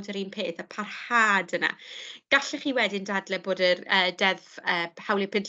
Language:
Welsh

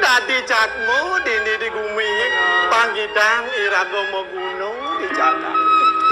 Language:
Balinese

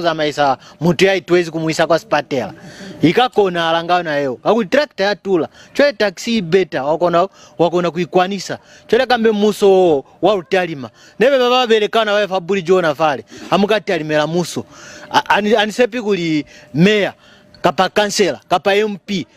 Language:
Lozi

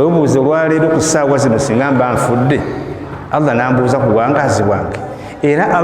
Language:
Ganda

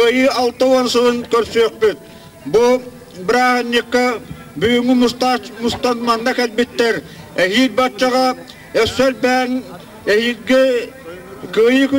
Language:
Yakut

